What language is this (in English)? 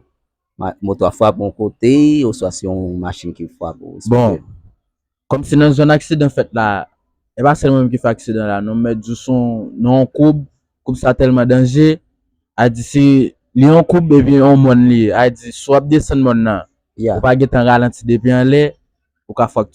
Haitian Creole